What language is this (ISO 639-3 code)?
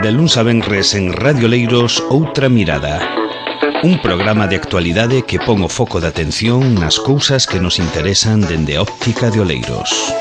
glg